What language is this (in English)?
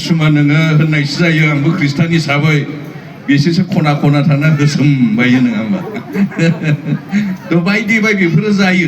Bodo